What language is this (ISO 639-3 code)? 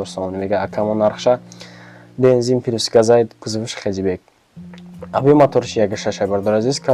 tgk